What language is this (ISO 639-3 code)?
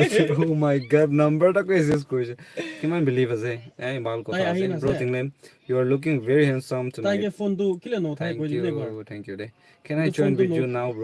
nag